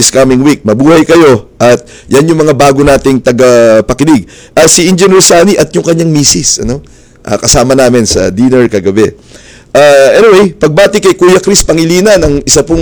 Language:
Filipino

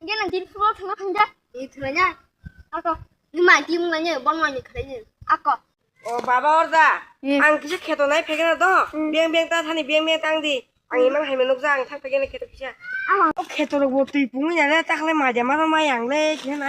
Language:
Kok Borok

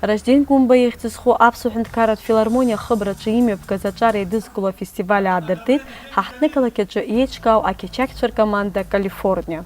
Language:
Abkhazian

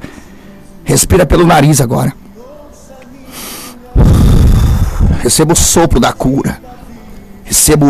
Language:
Portuguese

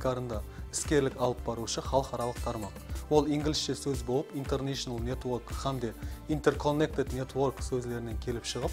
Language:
Kara-Kalpak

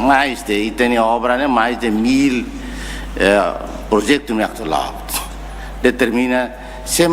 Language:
Tetum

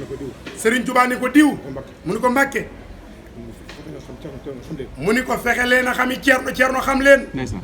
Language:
Wolof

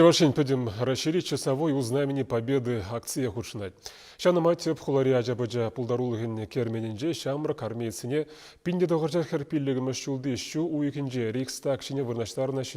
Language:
Chuvash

